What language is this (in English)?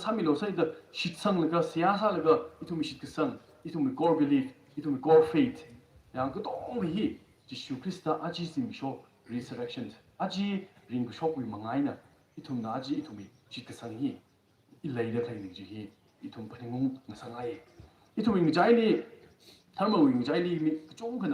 Tangkhul Naga (India)